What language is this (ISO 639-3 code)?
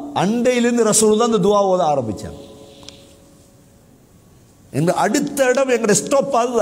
tam